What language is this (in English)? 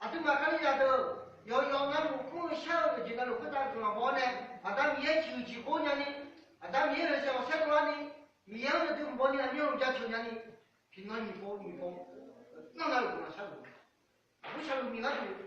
Akha